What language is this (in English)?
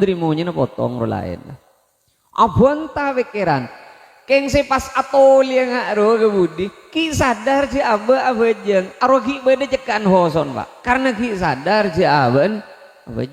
Madurese